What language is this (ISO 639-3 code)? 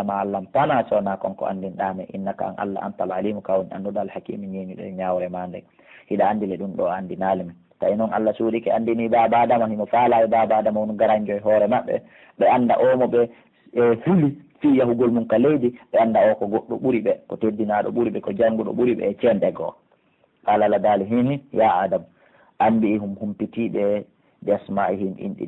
fuf